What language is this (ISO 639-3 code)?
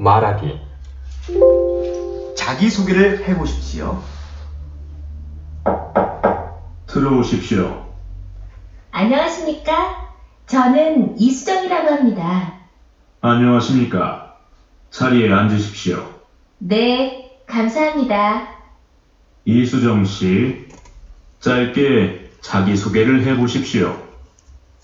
kor